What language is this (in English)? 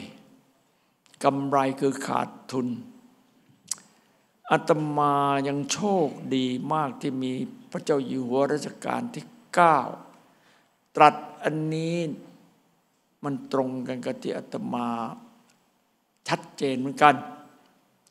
Thai